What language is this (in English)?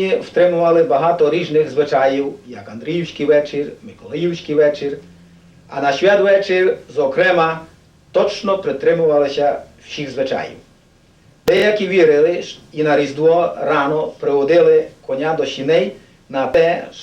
Rusyn